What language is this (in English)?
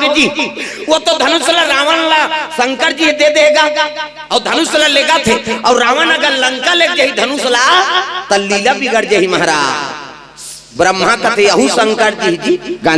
Chhattisgarhi